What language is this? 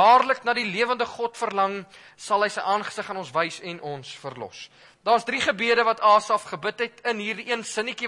Afrikaans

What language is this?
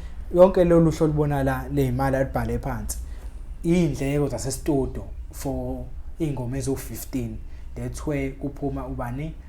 Zulu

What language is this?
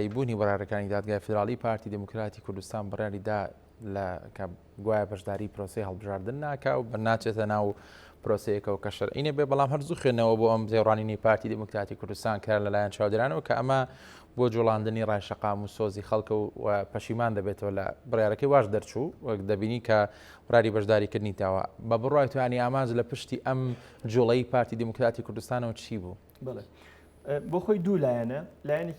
Central Kurdish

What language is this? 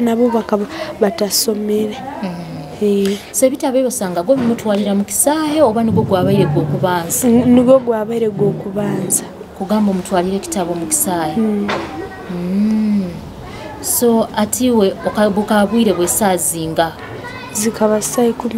Nyoro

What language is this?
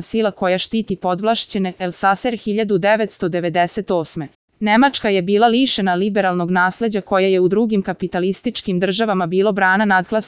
Serbian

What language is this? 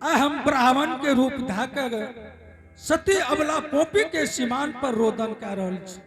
Angika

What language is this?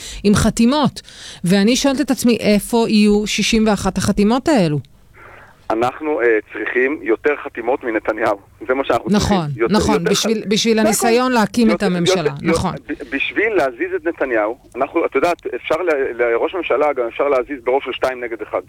Hebrew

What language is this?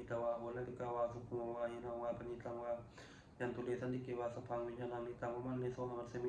Pali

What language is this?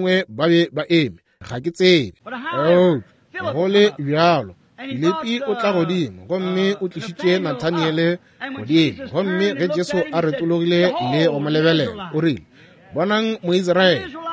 Northern Sotho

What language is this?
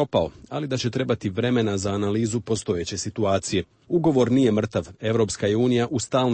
Serbian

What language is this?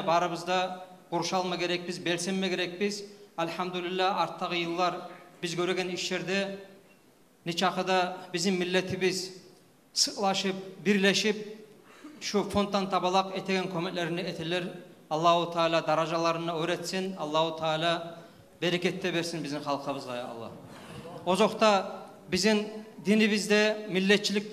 Kumyk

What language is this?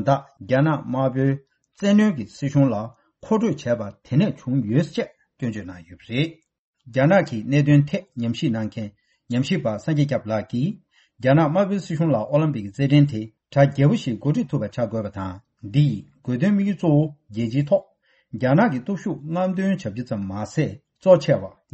Tibetan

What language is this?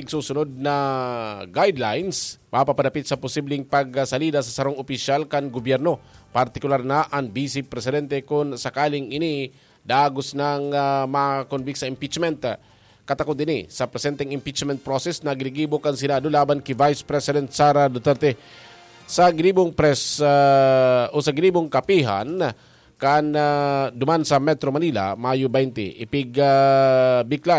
Bikol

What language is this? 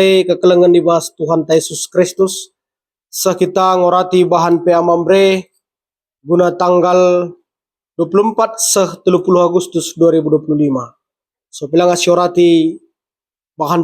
Batak Karo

